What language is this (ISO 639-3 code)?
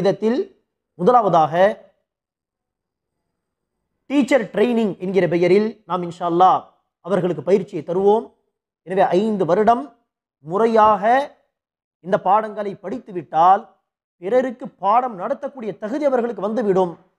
tam